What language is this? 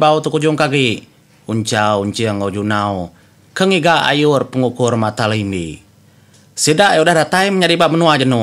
Iban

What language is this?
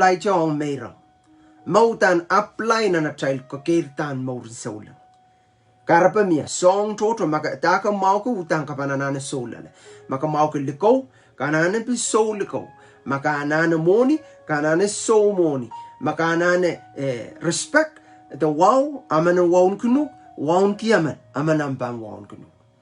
Pohnpeian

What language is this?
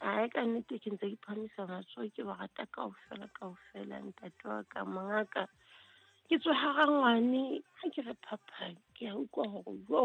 Southern Sotho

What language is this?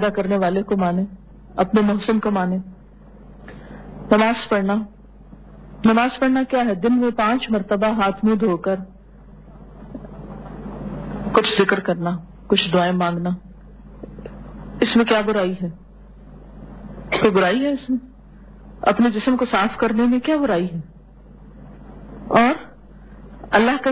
Urdu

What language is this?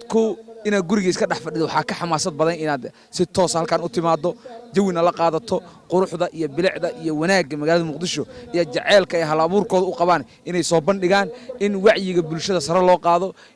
Somali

